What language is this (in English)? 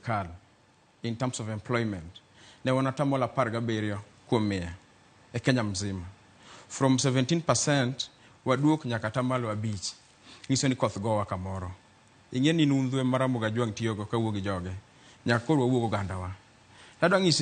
Luo (Kenya and Tanzania)